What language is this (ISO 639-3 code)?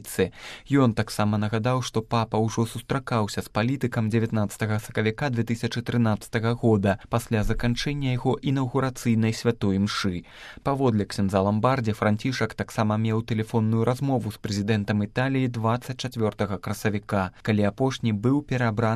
bel